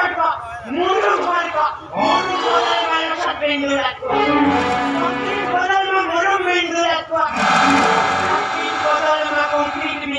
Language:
Santali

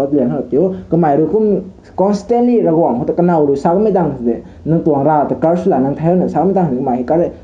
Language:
Rongmei Naga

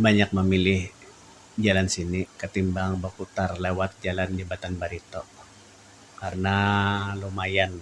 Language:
Banjar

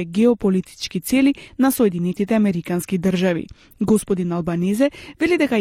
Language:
Macedonian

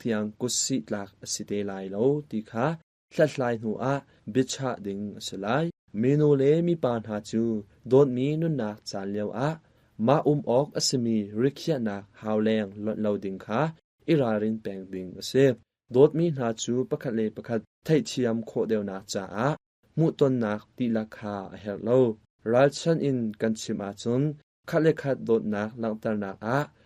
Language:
Hakha Chin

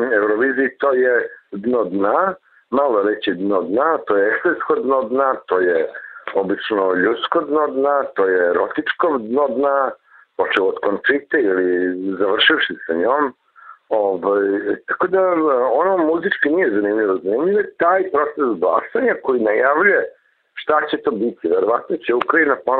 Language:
Serbian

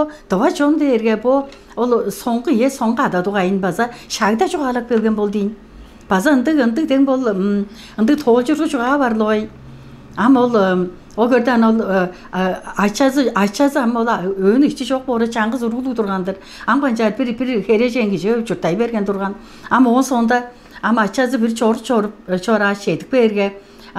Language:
Tuvinian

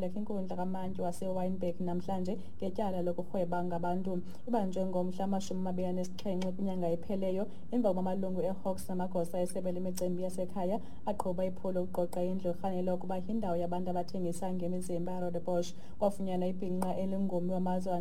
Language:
Xhosa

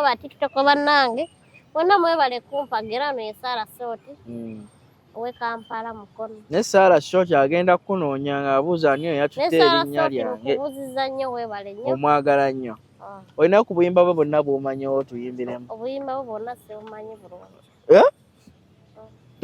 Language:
Ganda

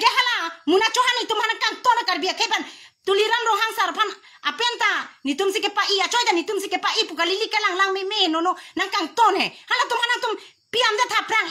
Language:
Karbi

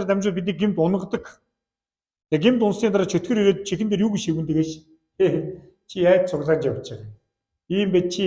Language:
Mongolian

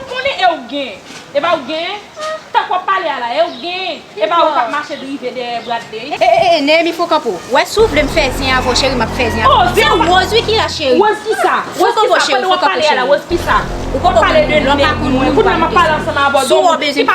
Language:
Haitian Creole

